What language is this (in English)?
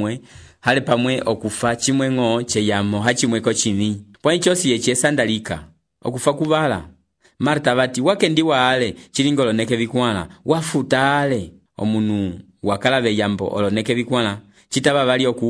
Umbundu